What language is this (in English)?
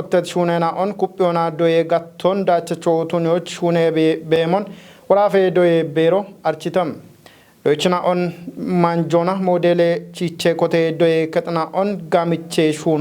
Kafa